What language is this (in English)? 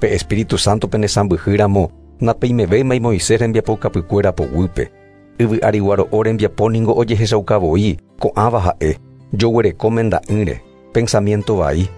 Guarani